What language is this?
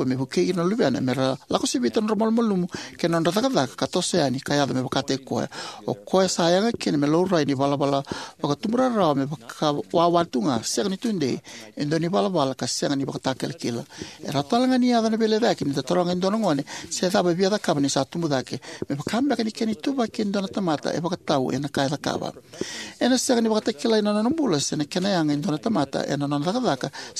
Fijian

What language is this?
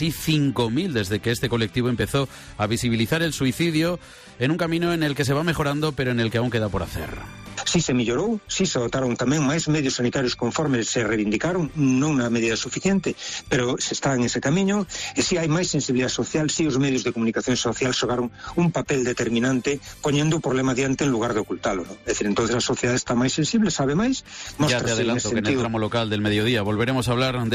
Galician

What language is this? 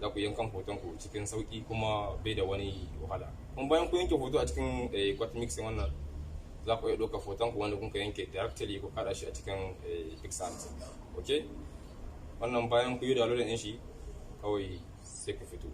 Hausa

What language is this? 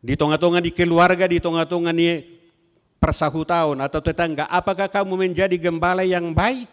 Batak Toba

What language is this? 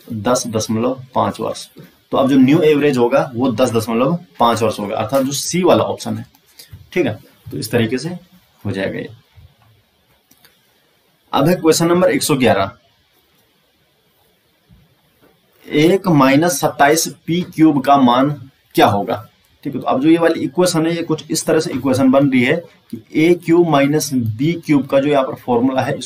Hindi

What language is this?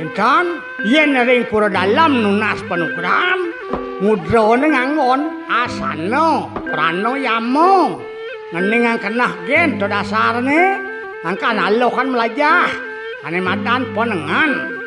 Balinese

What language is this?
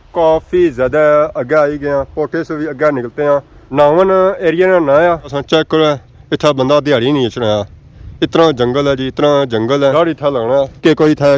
Pahari-Potwari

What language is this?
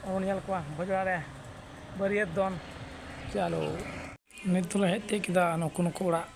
Santali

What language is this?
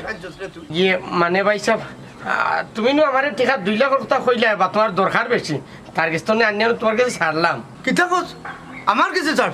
Sylheti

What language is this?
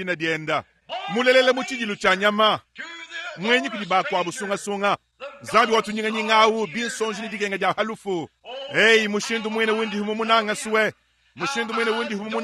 Luba-Lulua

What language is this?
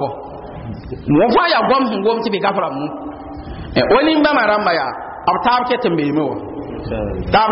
Mossi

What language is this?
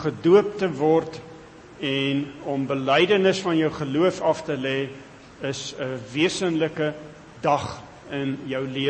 Afrikaans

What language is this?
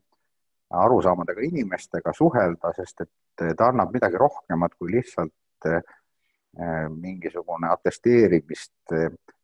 Estonian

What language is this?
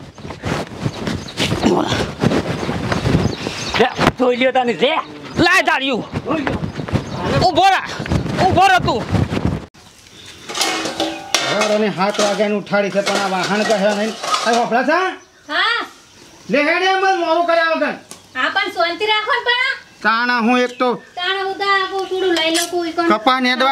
Gujarati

